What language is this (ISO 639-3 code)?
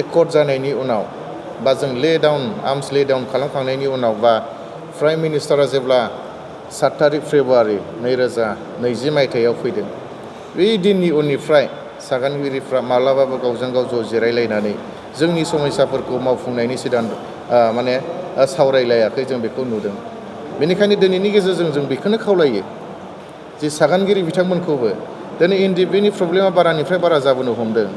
brx